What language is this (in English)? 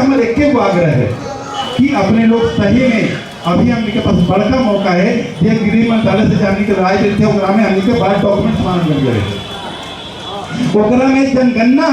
Magahi